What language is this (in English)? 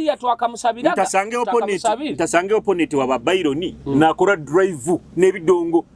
Nyoro